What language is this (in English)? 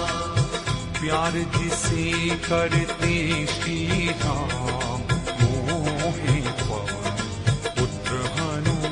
Hindi